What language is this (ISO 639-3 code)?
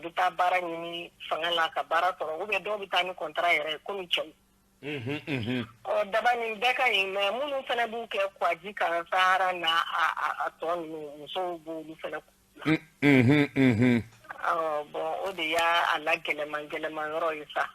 bam